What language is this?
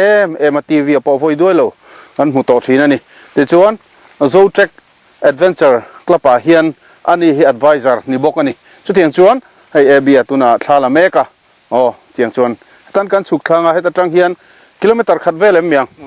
Mizo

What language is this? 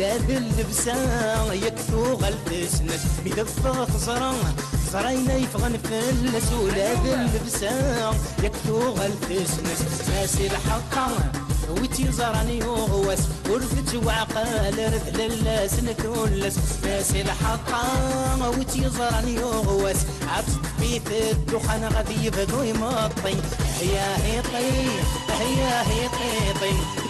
Kabyle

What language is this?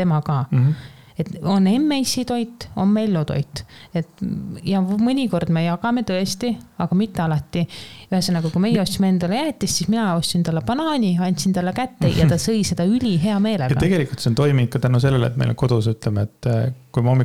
Estonian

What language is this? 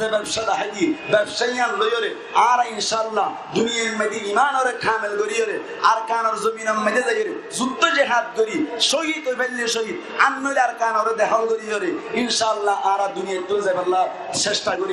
Rohingya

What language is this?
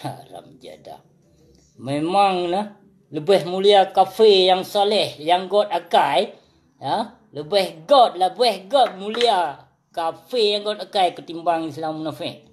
Achinese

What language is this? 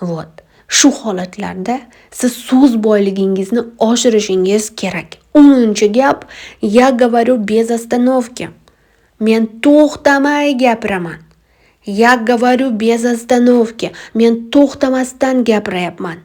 Uzbek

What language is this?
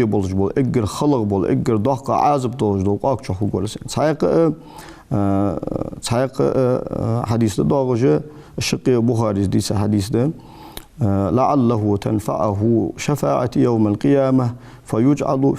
Ingush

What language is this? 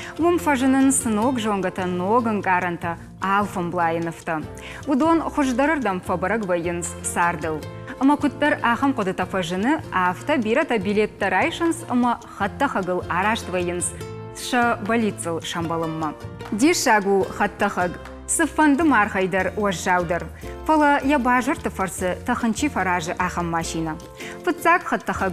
Ossetic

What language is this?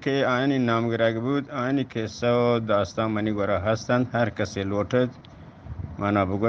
Eastern Balochi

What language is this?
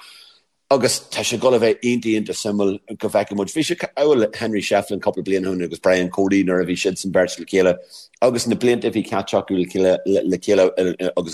Irish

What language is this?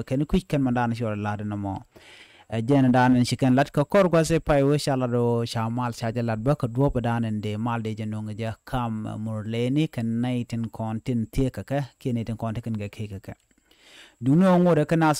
Nuer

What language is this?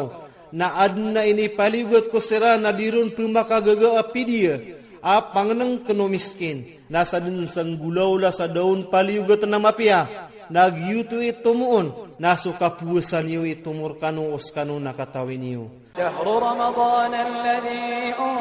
Iranun (Philippines)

